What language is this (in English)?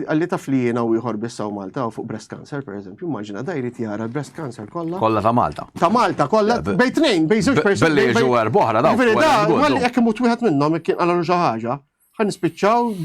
Maltese